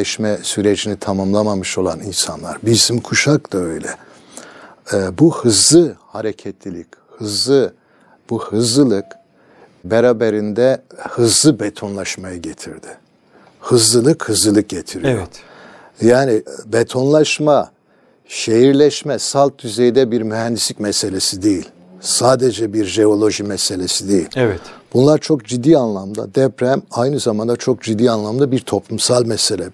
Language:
Turkish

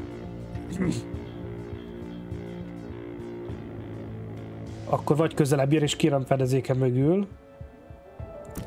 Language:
Hungarian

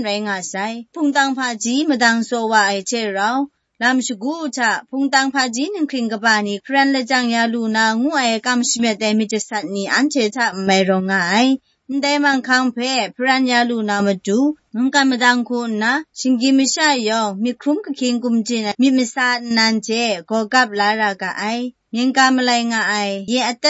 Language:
Kachin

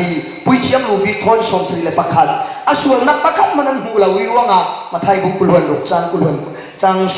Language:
Falam Chin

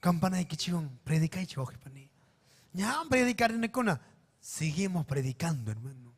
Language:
Ayacucho Quechua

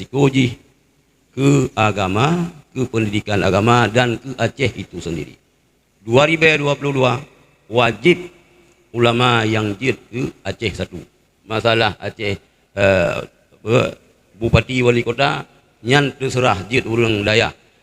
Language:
Achinese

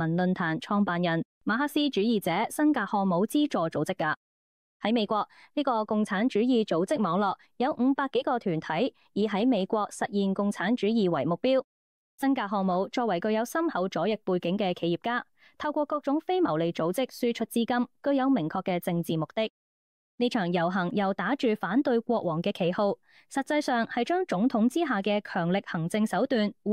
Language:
Cantonese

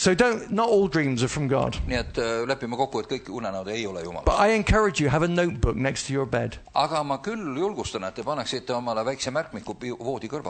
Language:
Estonian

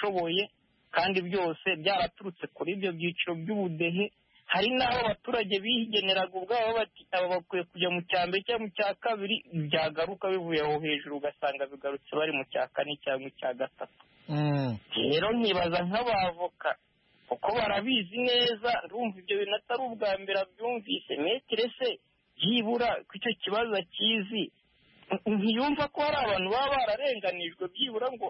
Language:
Kinyarwanda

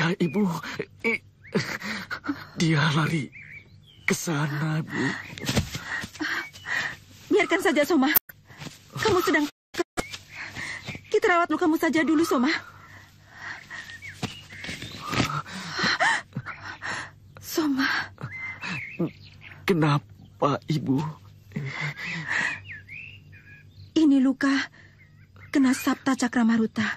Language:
Indonesian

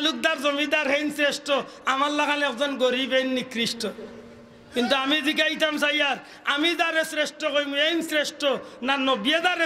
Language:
Sylheti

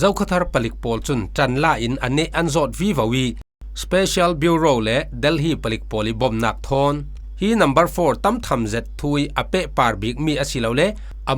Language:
Falam Chin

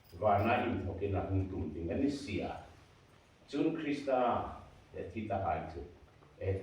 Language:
Hmar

